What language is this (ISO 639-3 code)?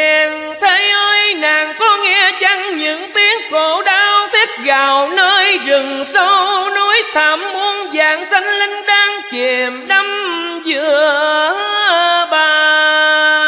vie